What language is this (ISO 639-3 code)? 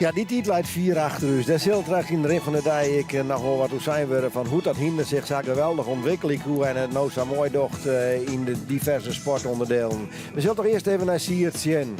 fry